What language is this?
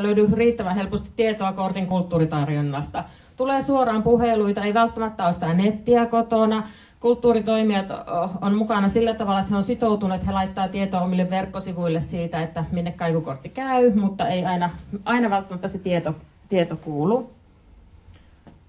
Finnish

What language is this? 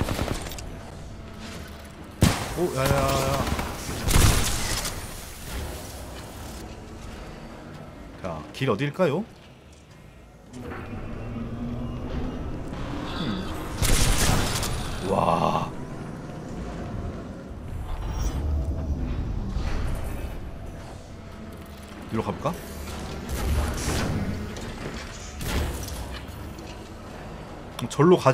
Korean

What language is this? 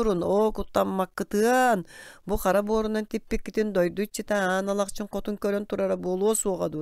Yakut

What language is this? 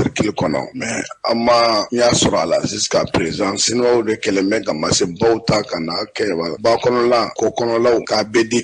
Bambara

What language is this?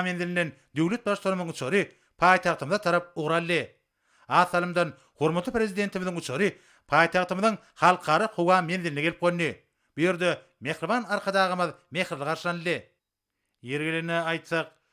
Turkmen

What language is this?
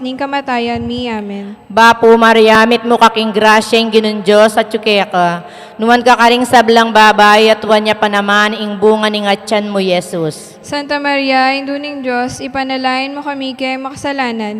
Pampanga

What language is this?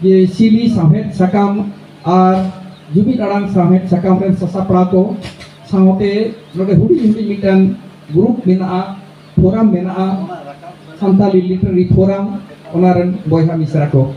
Santali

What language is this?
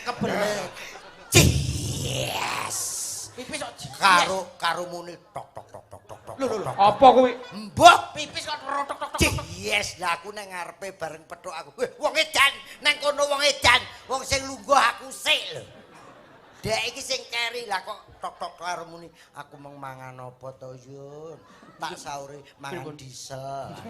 Javanese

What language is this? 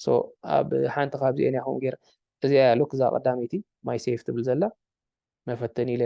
Tigrinya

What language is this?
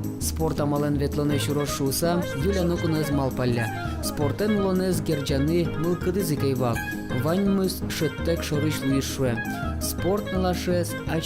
Udmurt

